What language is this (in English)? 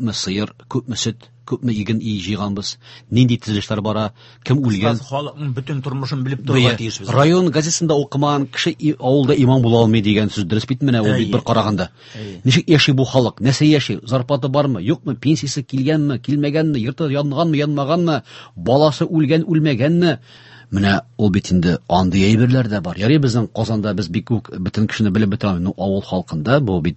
Tatar